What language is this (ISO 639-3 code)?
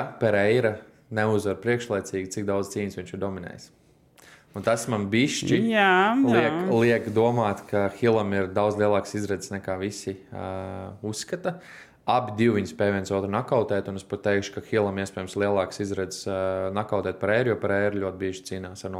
lav